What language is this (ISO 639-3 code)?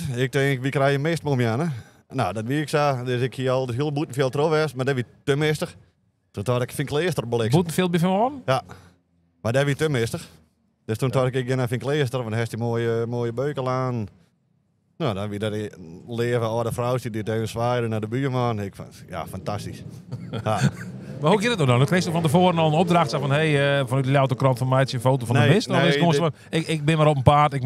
fry